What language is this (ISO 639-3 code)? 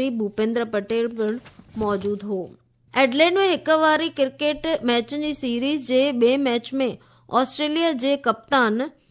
snd